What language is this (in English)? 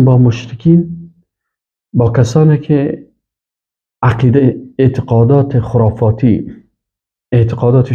Persian